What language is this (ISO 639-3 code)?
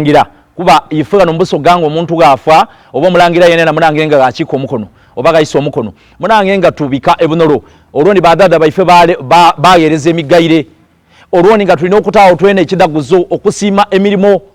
xog